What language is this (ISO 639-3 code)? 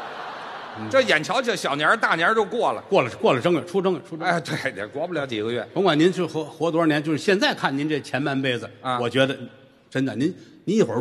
zho